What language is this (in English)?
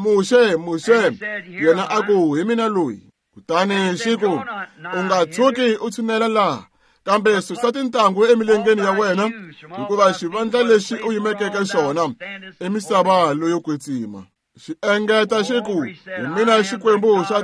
Tsonga